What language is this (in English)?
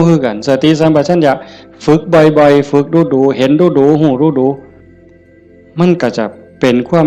Northeastern Thai